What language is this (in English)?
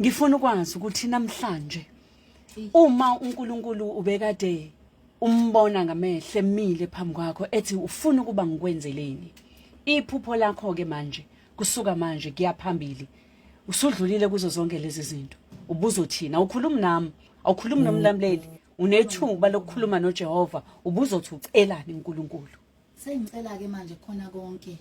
Zulu